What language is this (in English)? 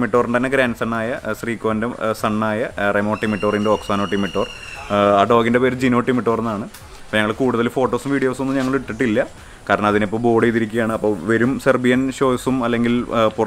Malayalam